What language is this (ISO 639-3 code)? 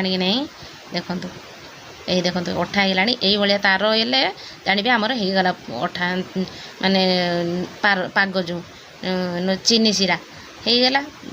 ori